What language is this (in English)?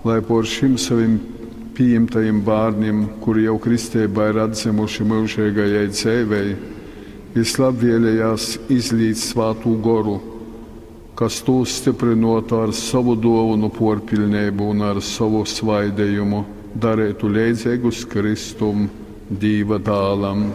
Latgalian